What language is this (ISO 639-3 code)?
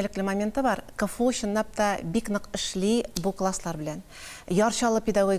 tat